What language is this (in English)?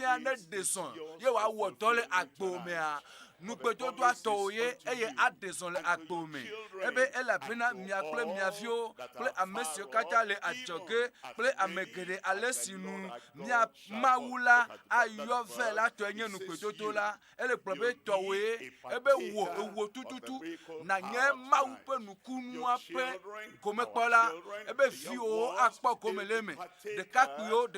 Ewe